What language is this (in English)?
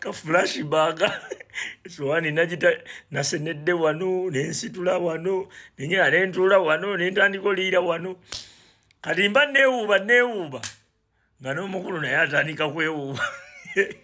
Ganda